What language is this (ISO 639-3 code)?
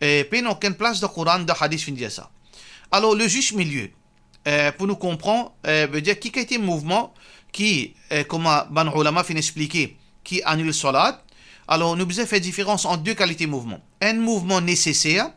mfe